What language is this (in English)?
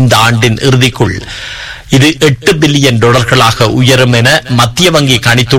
Tamil